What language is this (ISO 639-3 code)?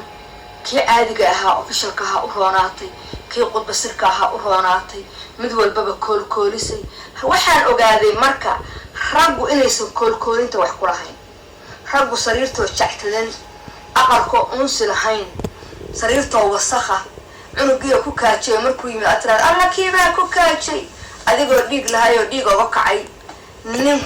som